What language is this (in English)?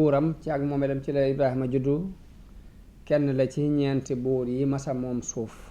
Wolof